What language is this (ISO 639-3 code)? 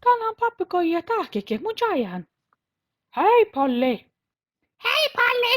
sme